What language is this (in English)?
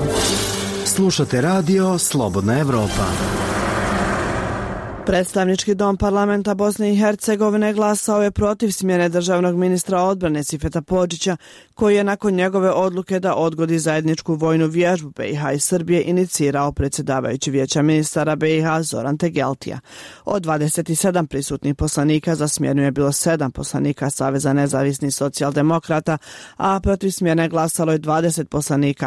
Bosnian